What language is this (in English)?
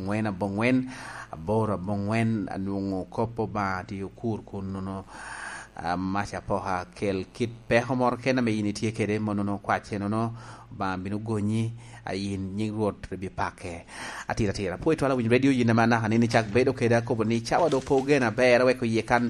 Lango (Uganda)